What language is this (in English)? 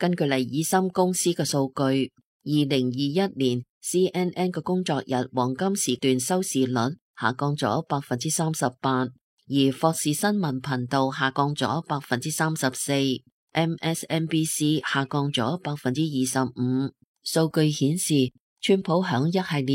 Cantonese